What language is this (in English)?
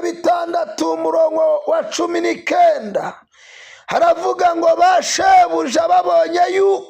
Kinyarwanda